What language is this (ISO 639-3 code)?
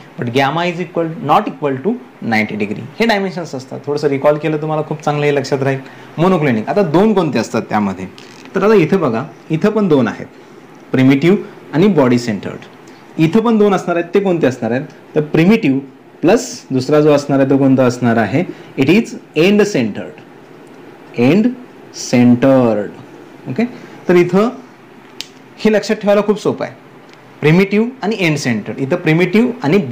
mar